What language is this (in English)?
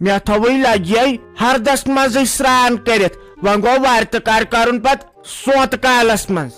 Kashmiri